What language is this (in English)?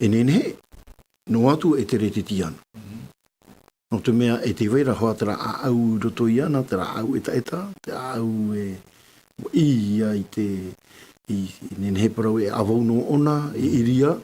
Tahitian